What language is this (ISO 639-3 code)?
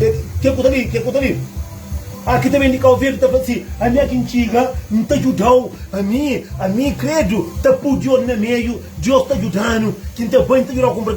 kea